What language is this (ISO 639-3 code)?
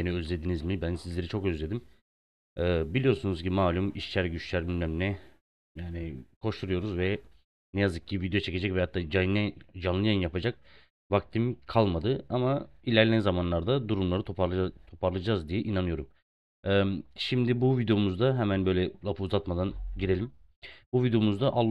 tur